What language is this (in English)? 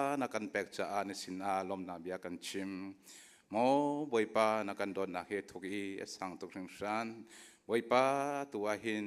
Hakha Chin